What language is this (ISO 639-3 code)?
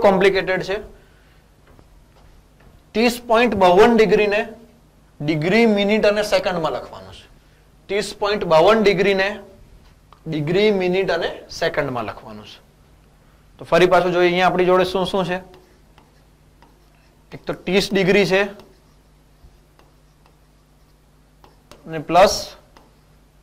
guj